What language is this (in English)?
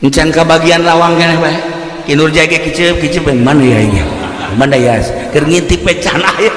Sundanese